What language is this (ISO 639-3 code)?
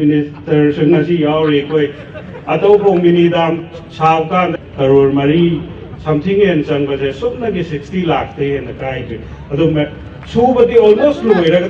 mni